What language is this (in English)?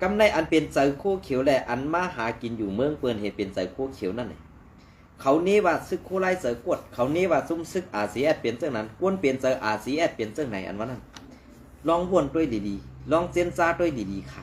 Shan